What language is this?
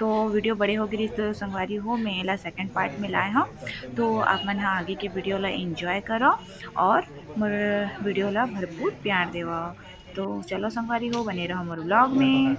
Chhattisgarhi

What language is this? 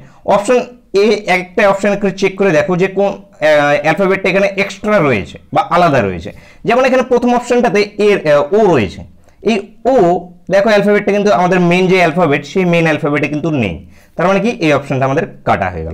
Bangla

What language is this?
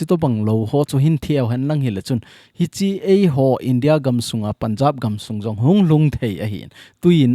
Thado Chin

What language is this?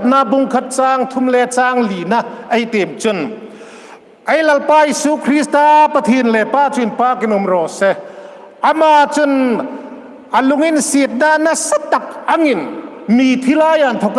Hmar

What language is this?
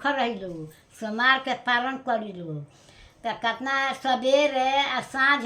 Bhojpuri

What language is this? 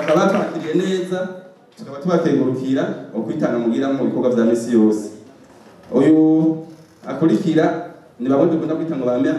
Rundi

